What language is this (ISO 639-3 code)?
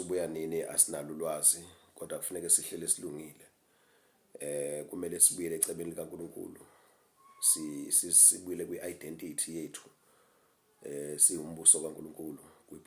zul